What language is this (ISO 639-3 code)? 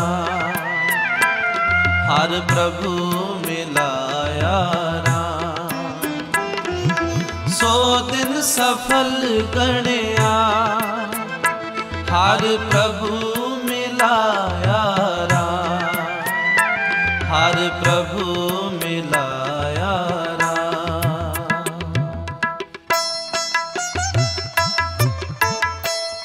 pan